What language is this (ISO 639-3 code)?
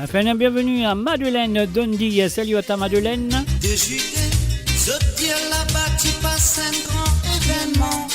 mfe